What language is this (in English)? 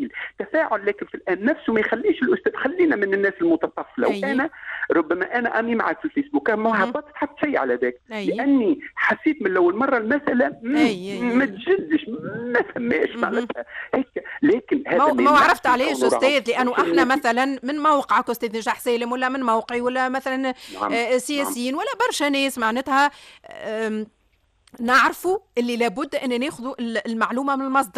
Tunisian Arabic